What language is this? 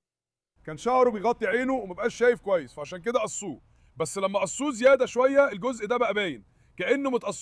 Egyptian Arabic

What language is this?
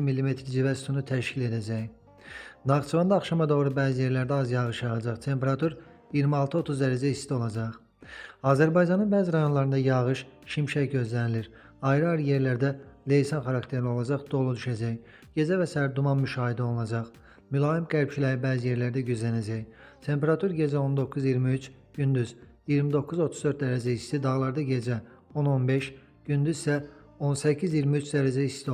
Azerbaijani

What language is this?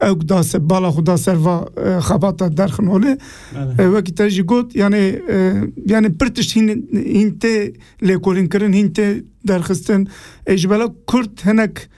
Kurdish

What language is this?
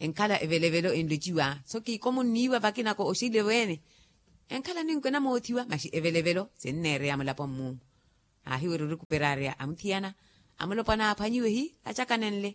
Makhuwa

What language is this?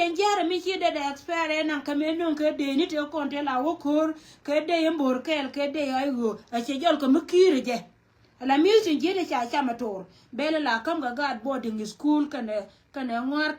Nuer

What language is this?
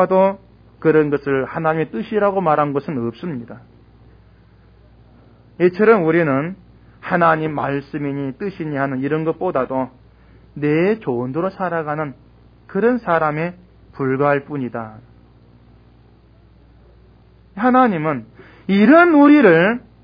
Korean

